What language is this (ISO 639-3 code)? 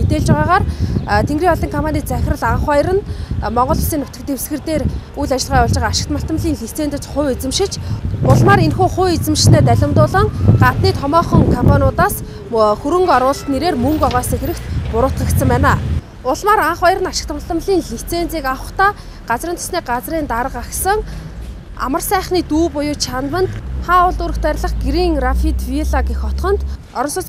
mon